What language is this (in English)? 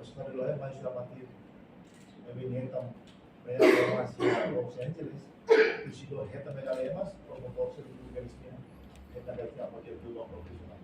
Tetum